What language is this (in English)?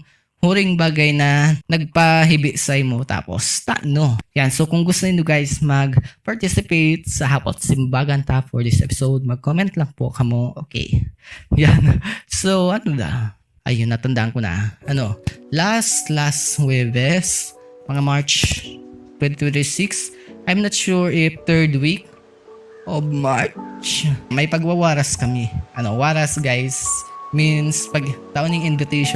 Bikol